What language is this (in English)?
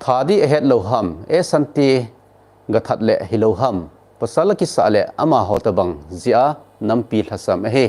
Thado Chin